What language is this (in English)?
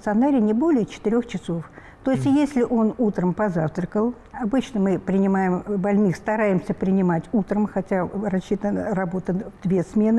Russian